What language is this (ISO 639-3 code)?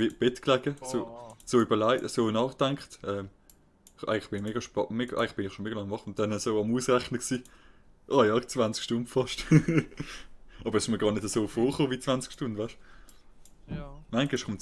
gsw